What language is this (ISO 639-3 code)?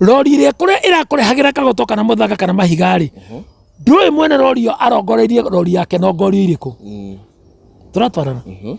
kik